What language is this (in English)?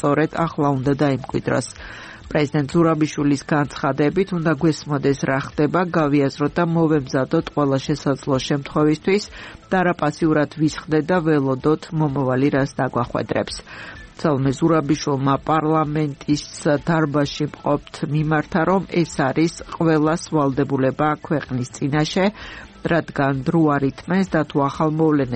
Georgian